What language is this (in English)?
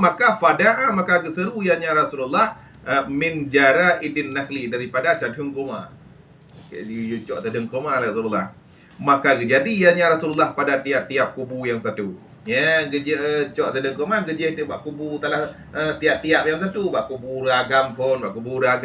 Achinese